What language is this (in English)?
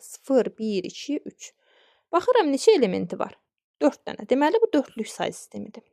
Azerbaijani